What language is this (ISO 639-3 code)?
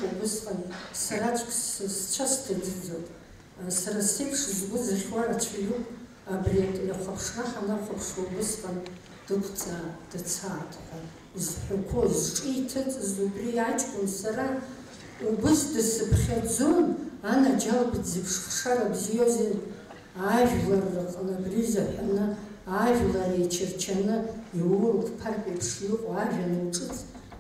abk